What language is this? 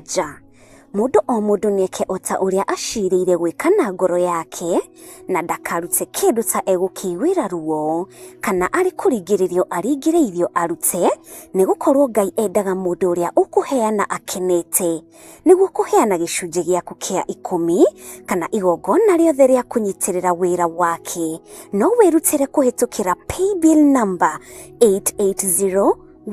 Kikuyu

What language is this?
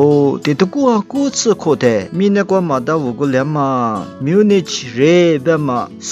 Lisu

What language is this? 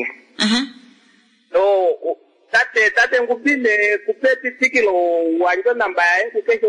Kuanyama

